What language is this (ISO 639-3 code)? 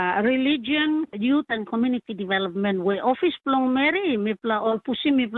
tpi